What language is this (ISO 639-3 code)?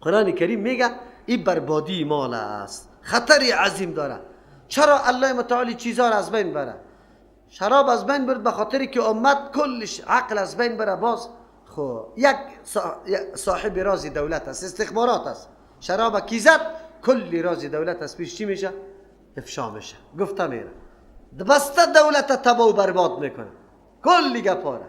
fas